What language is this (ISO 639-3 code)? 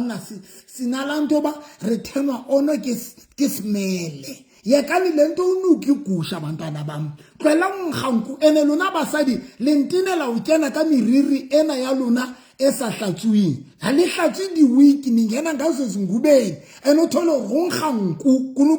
sot